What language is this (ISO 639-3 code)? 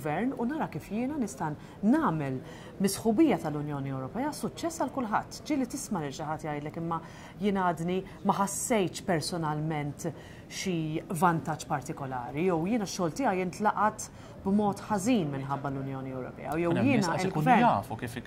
mlt